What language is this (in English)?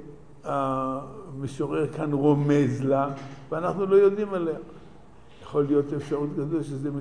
Hebrew